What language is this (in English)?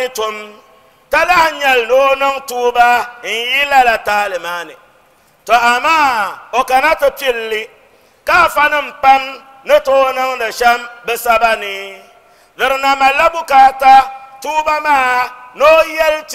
Dagbani